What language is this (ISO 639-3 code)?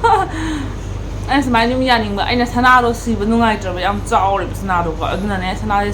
mni